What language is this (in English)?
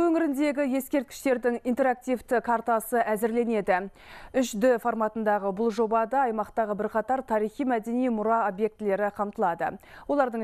Kazakh